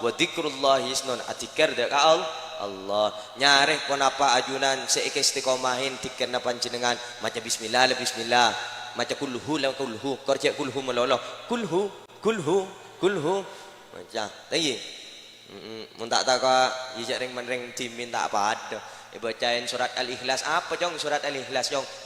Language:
Madurese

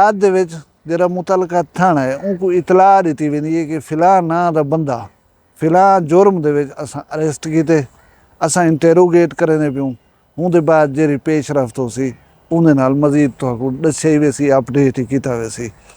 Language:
Saraiki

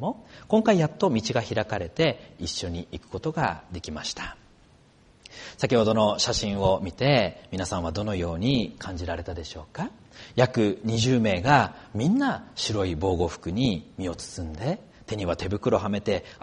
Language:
Japanese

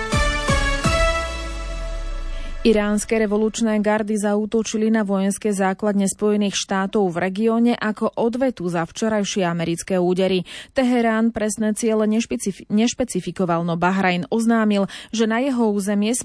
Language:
Slovak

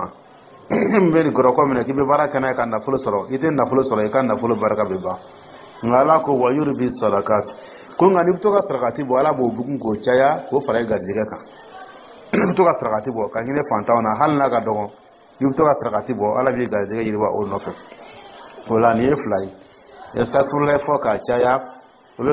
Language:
Dyula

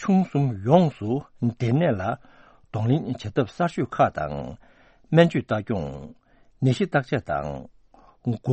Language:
Tibetan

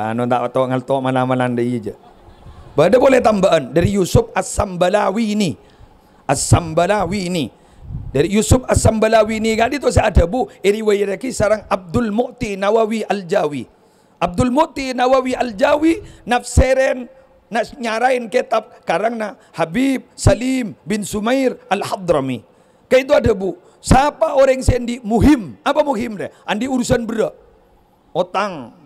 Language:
Madurese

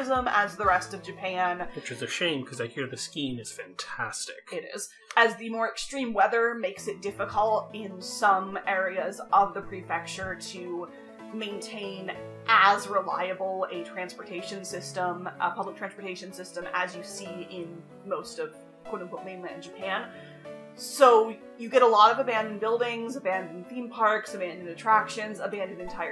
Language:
English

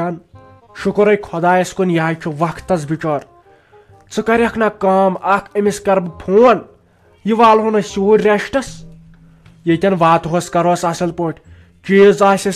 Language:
Kashmiri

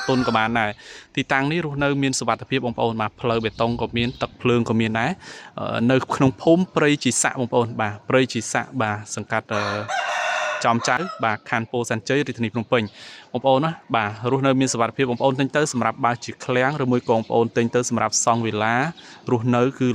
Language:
Khmer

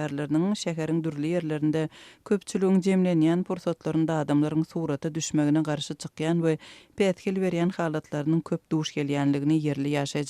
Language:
Turkmen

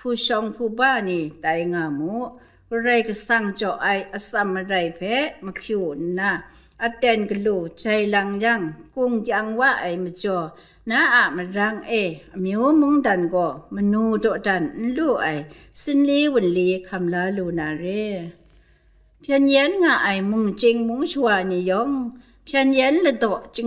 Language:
Kachin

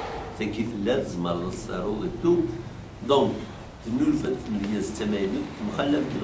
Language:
Kabyle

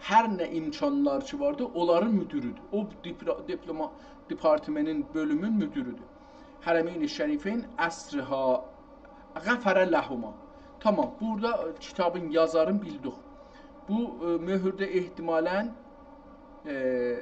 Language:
South Azerbaijani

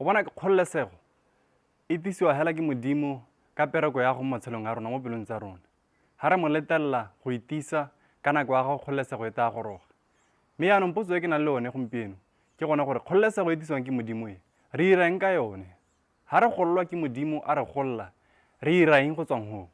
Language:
Tswana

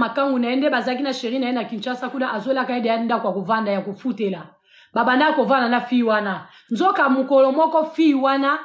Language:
Lingala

